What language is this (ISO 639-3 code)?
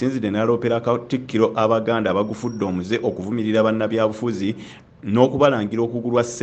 lug